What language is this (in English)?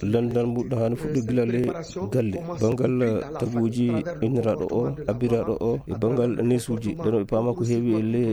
Fula